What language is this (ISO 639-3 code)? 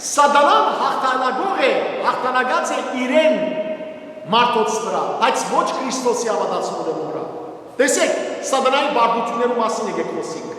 hyw